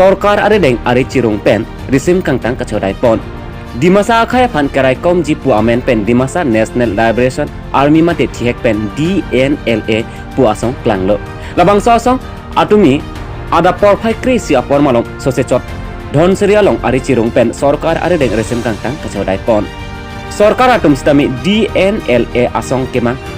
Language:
Karbi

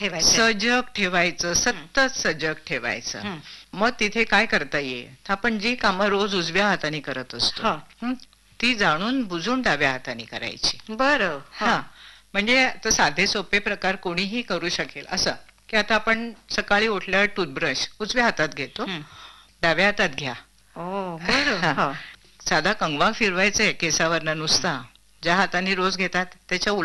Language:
Marathi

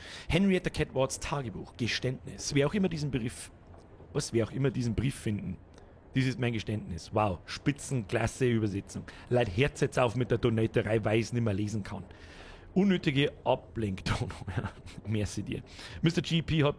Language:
Bavarian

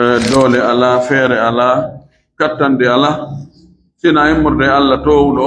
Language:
Fula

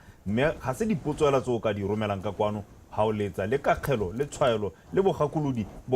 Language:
Tswana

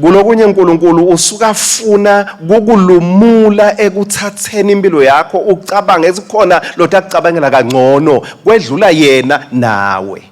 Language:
Swati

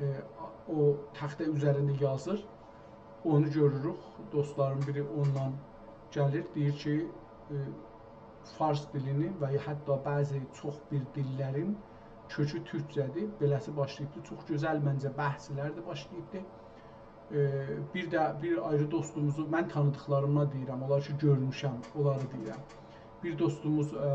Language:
South Azerbaijani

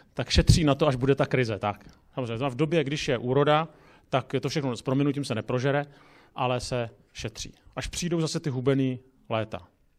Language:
Czech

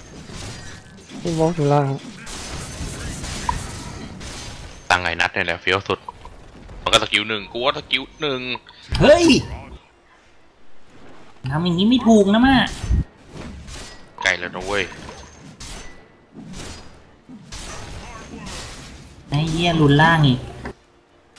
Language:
Thai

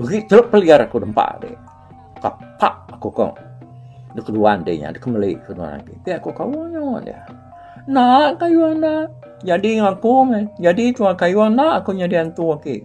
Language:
Iban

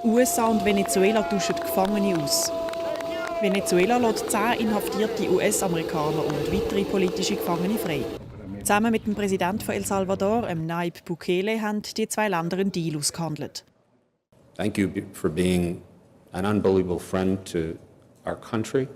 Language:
Swiss German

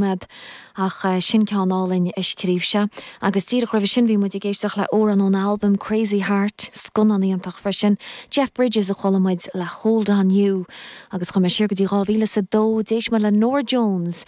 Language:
Irish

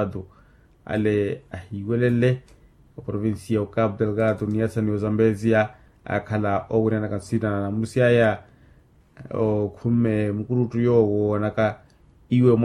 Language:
Makhuwa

